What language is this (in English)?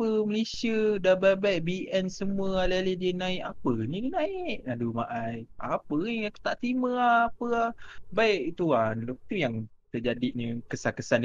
Malay